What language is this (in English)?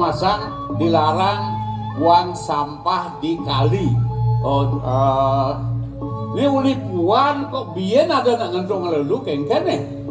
Balinese